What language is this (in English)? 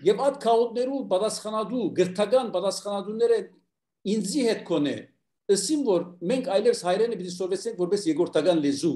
Armenian